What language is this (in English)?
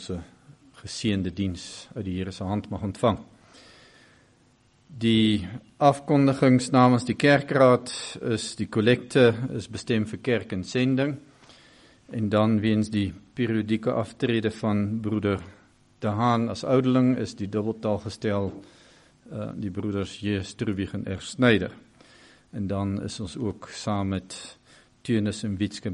Afrikaans